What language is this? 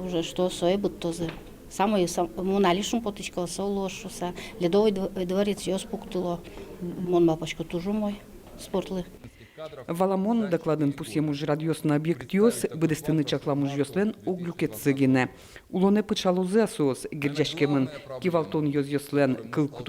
Udmurt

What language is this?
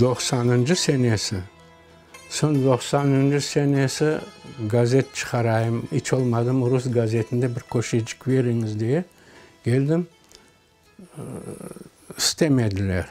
Crimean Tatar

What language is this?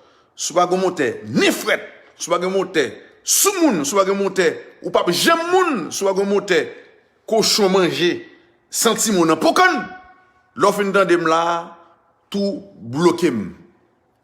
Haitian Creole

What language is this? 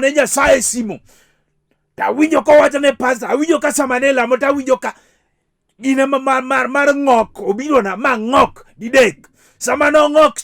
Luo (Kenya and Tanzania)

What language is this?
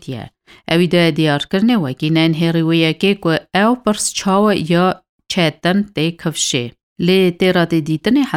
Kurdish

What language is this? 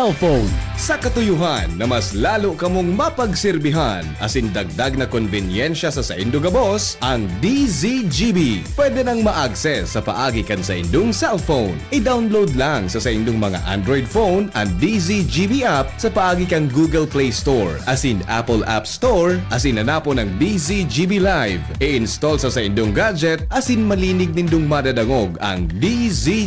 Bikol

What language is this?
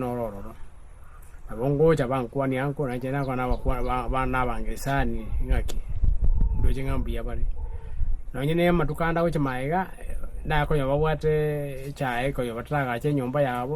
Gusii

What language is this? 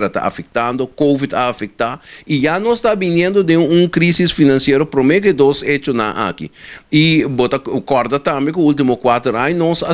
Papiamento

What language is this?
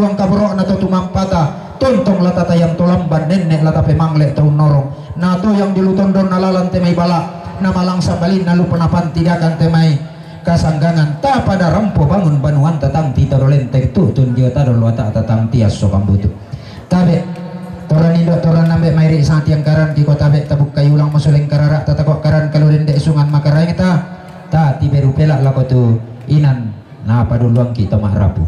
Toraja-Sa'dan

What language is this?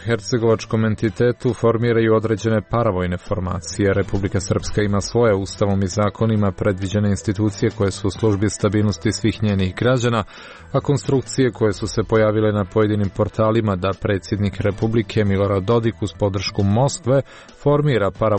Croatian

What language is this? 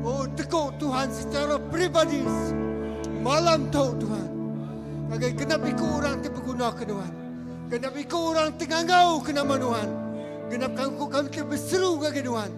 Iban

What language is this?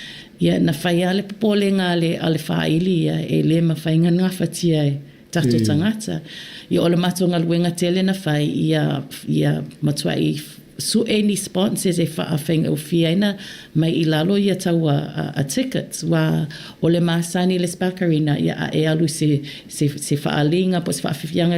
Samoan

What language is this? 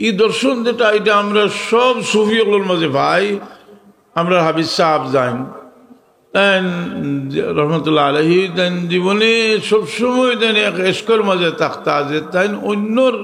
Sylheti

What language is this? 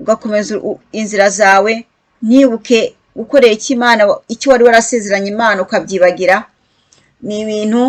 Kinyarwanda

